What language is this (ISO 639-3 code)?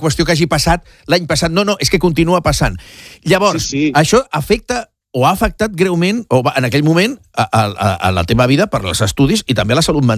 cat